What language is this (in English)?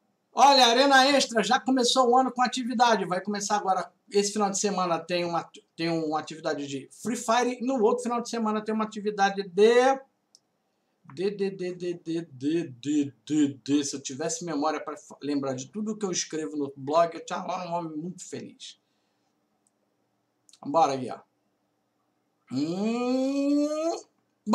Portuguese